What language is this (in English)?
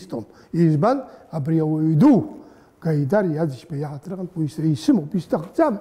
Abkhazian